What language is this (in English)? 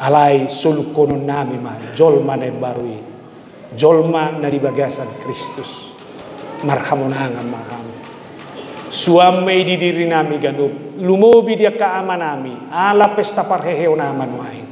Batak Toba